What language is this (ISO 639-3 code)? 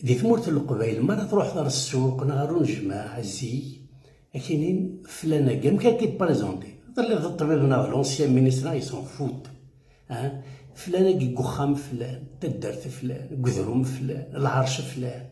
kab